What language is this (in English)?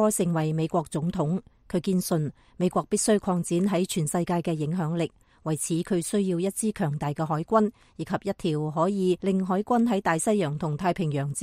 Cantonese